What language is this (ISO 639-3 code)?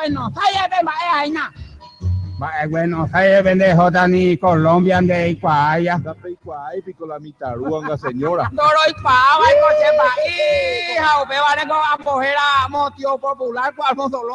grn